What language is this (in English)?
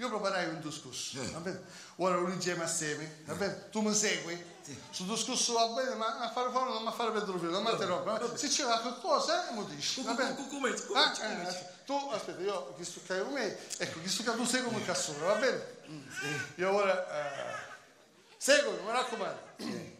Sicilian